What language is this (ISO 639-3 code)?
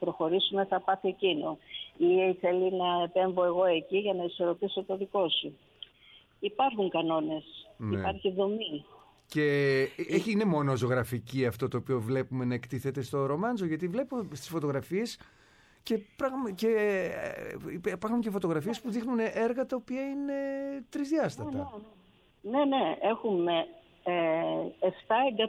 ell